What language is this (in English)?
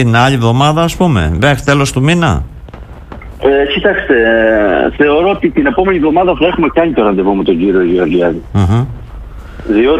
Greek